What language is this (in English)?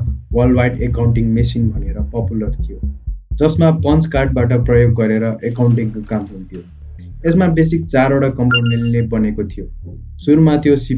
Nepali